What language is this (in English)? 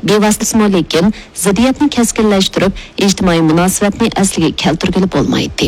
Uyghur